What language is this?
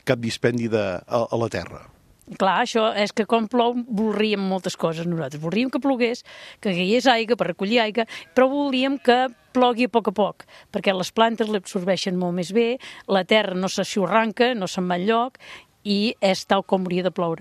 Catalan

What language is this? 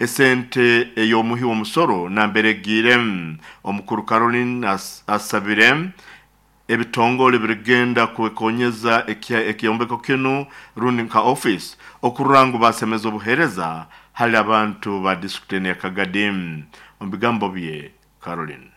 Nyoro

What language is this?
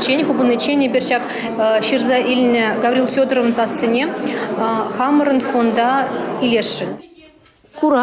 Chuvash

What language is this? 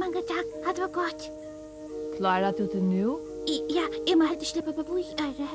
Faroese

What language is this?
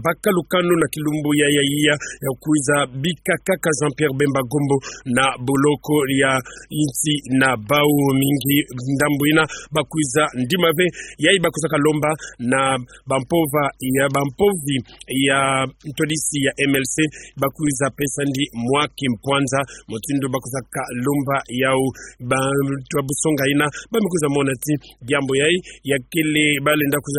Kituba (Democratic Republic of Congo)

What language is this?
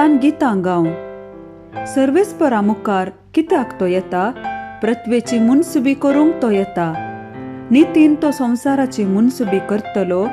Konkani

